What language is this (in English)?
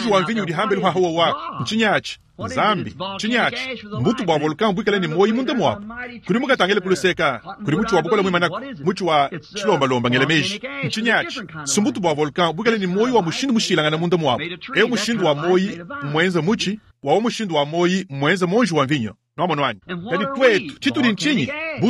Luba-Lulua